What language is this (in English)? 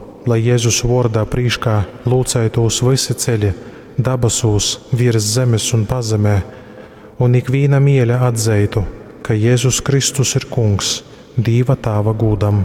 Latgalian